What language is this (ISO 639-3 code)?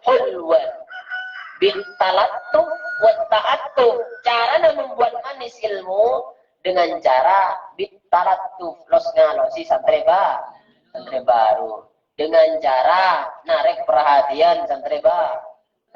mad